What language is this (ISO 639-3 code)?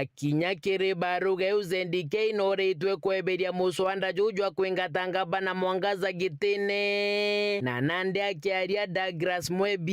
mer